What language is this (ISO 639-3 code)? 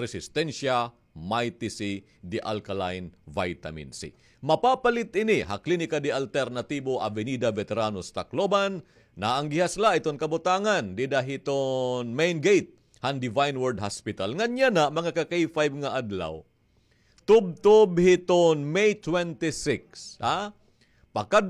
war